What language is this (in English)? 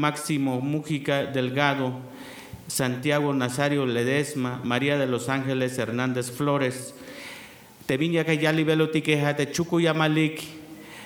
Tzeltal